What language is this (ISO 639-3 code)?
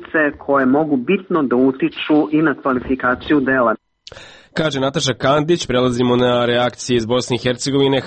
srp